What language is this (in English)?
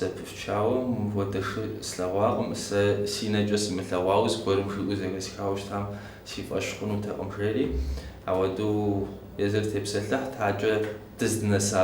Kabardian